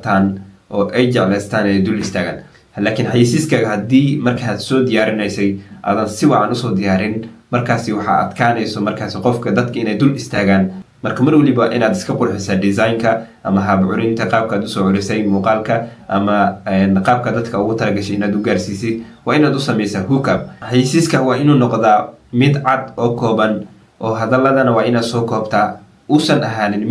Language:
Somali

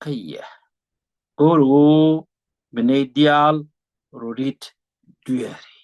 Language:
Nuer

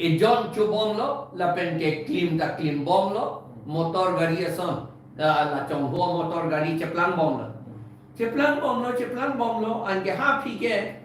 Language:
Karbi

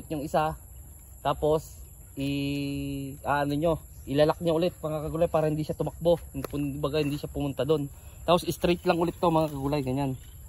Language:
Filipino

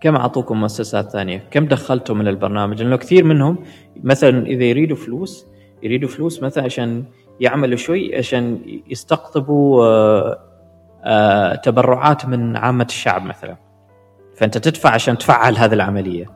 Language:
Gulf Arabic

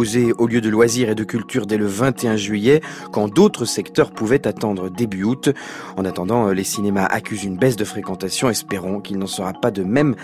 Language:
French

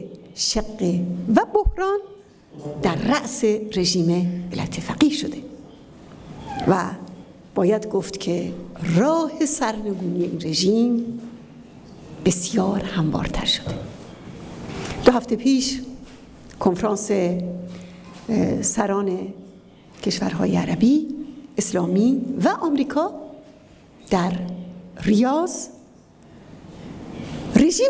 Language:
Persian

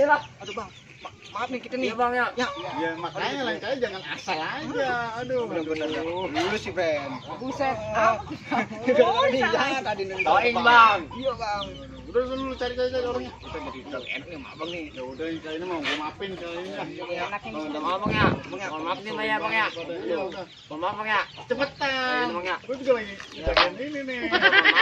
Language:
Betawi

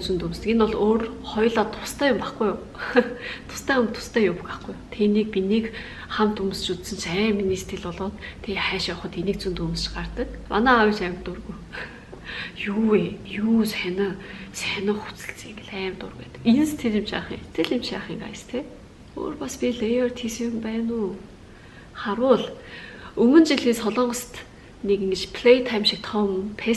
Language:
Mongolian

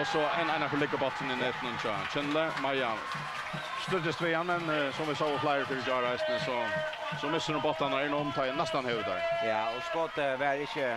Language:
Faroese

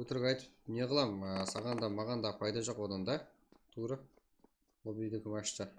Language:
Kara-Kalpak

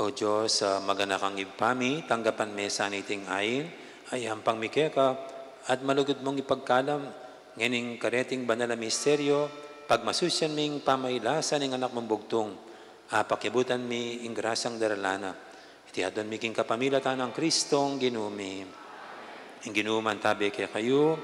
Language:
Pampanga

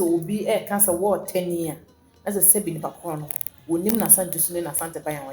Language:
Akan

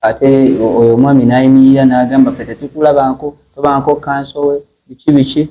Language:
Ganda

